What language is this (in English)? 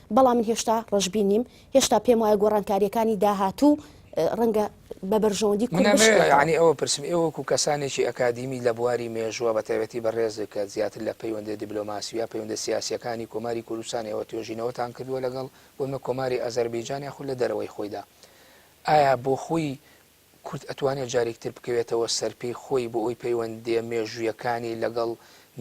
Central Kurdish